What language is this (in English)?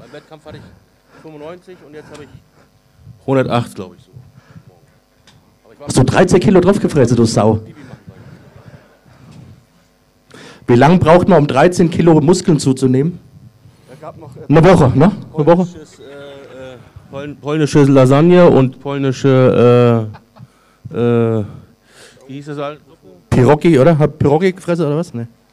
German